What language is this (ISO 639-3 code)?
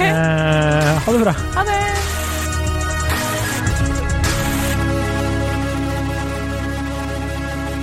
nor